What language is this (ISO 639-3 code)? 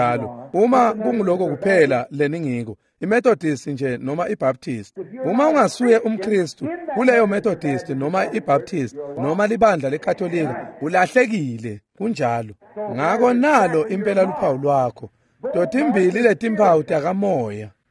ssw